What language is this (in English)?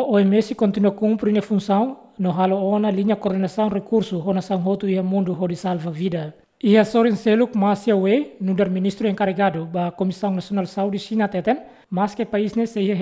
Tetum